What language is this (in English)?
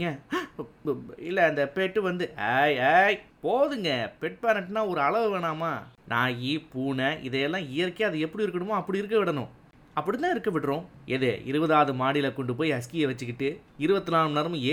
Tamil